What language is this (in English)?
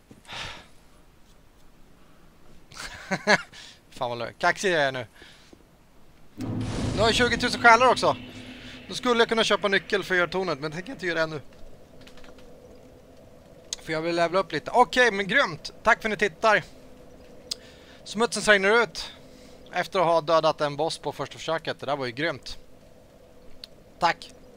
Swedish